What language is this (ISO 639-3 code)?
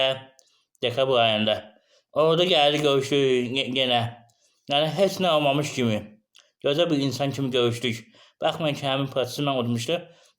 aze